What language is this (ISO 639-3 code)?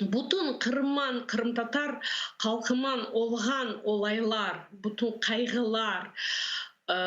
crh